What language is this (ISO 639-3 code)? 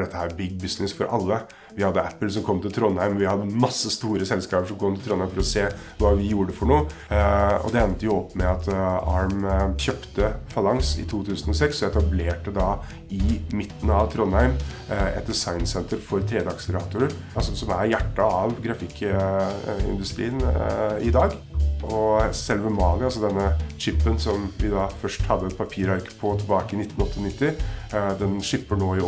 nor